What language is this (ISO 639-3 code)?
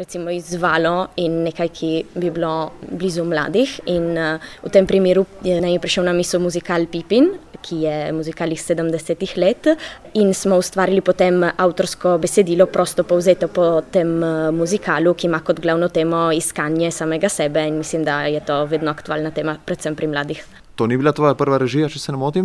slv